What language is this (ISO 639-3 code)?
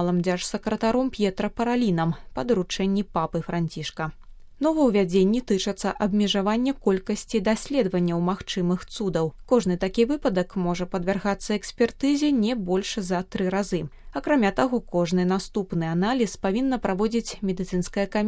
bel